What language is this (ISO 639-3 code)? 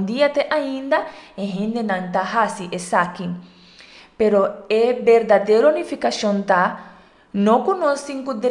pap